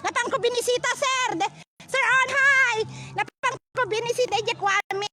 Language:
Iloko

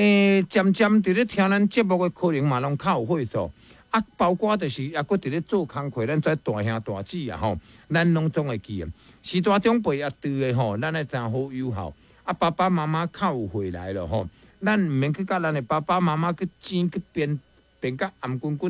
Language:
Min Nan Chinese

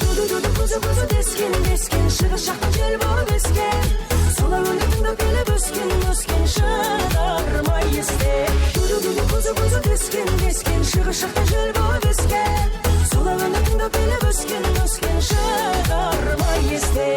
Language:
Kara-Kalpak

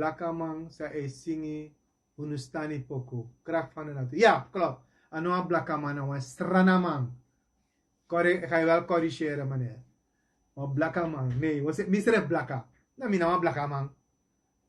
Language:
Sranan Tongo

